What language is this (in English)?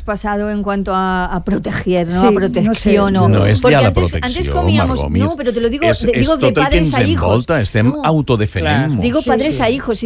Catalan